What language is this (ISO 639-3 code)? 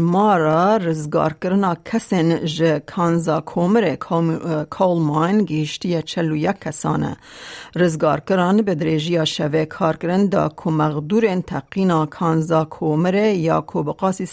kur